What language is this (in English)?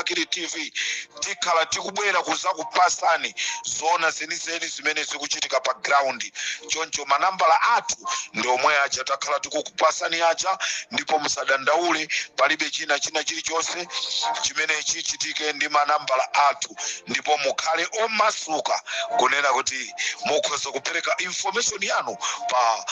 Nyanja